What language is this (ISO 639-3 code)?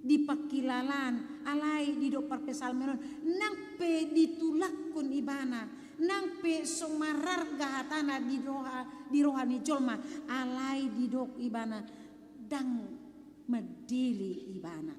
bbc